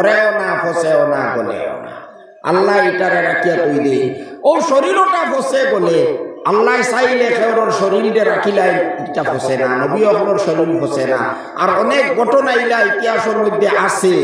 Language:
Sylheti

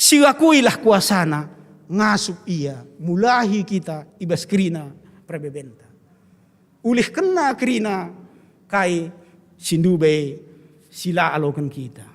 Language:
Batak Karo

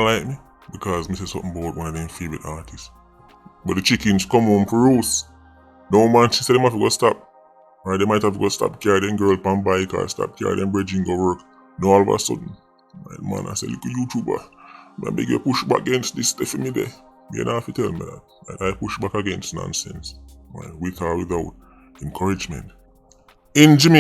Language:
Jamaican Creole English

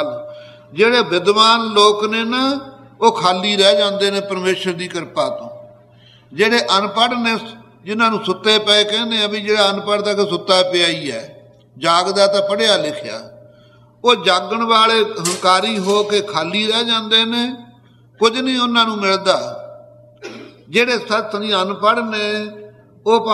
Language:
Punjabi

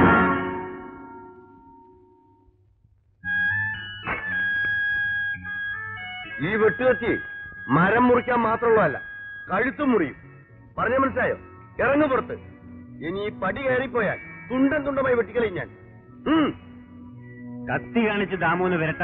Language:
Malayalam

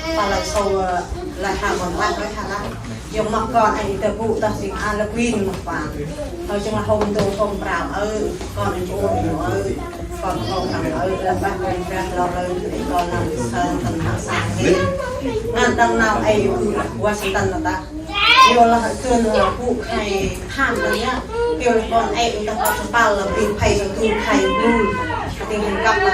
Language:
Central Mnong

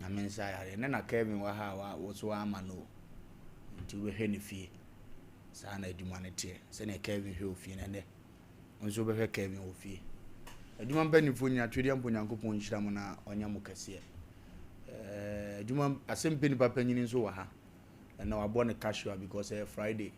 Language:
Akan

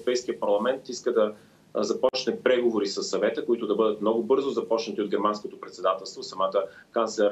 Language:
Bulgarian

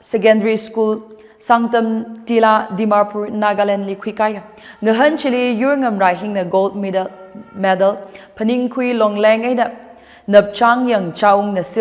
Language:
Tangkhul Naga (India)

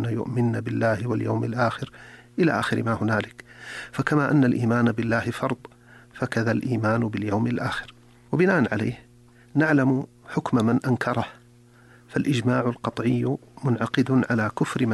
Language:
Arabic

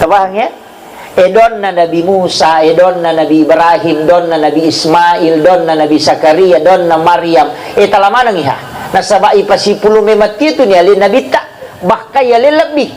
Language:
Buginese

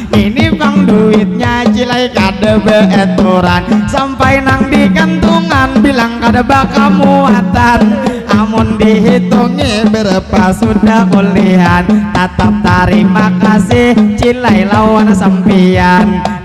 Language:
Banjar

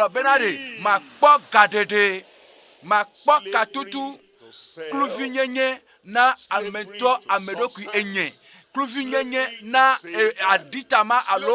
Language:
Ewe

